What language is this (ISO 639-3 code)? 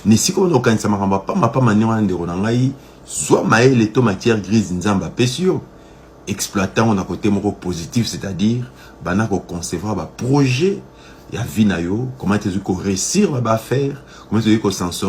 lin